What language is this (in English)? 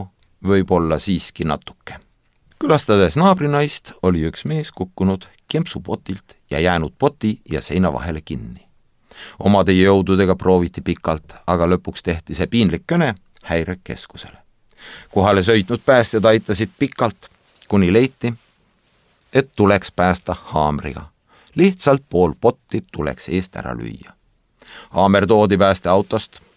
Estonian